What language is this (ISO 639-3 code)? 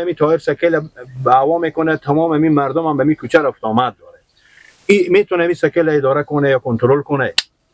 fas